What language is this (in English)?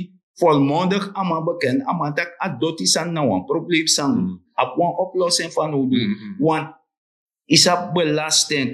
Sranan Tongo